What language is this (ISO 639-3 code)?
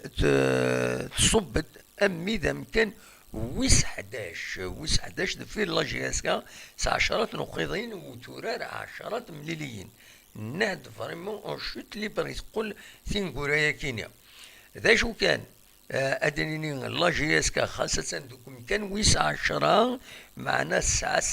kab